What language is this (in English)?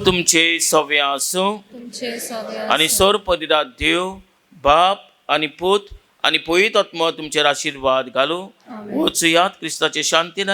Konkani